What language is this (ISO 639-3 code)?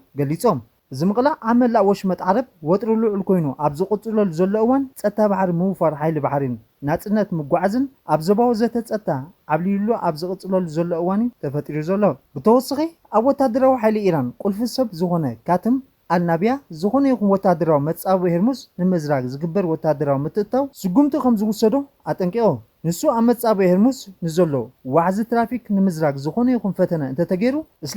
tir